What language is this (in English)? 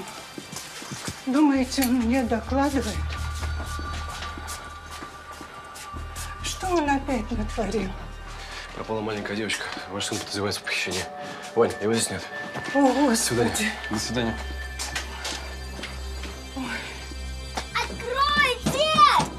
Russian